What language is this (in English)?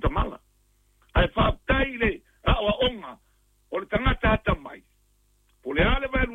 Samoan